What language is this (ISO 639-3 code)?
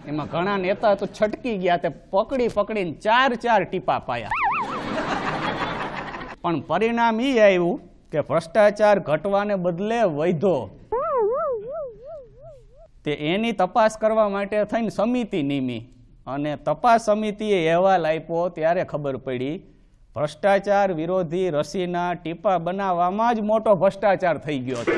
guj